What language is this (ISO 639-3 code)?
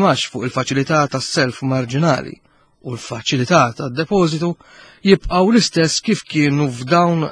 mlt